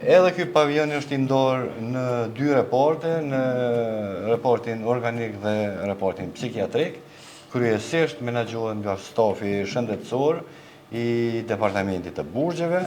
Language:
Albanian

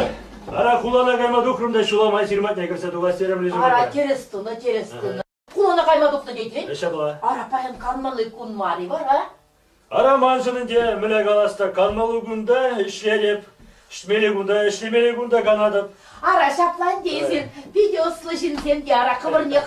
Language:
Chuvash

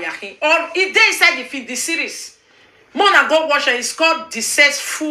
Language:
Nigerian Pidgin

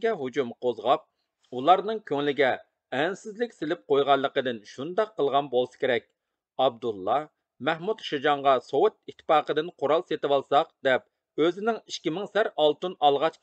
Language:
Uyghur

